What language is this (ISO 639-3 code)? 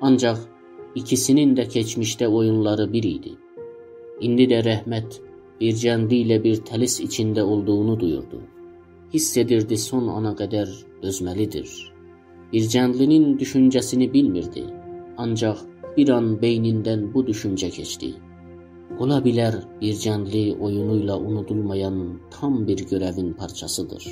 azb